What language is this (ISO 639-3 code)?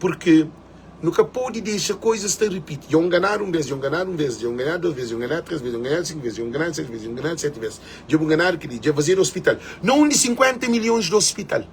kea